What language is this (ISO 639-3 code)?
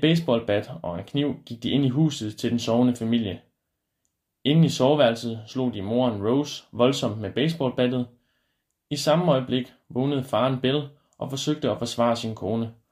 dan